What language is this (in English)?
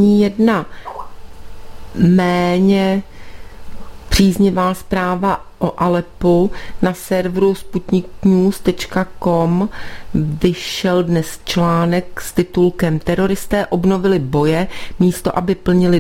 Czech